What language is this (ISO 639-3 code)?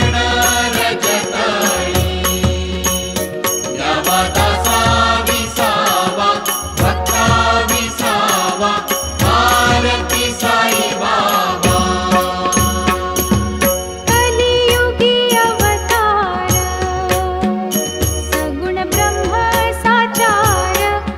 mar